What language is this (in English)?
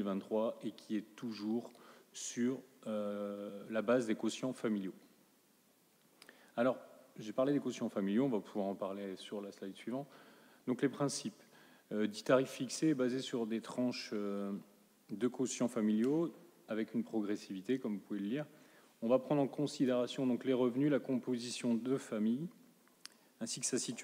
French